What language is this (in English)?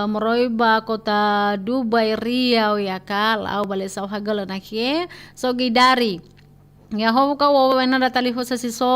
Nias